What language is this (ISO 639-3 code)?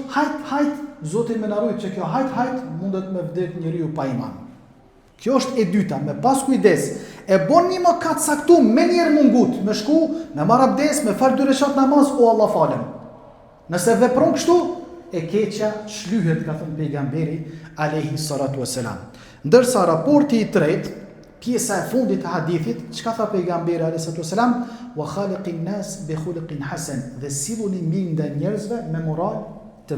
sqi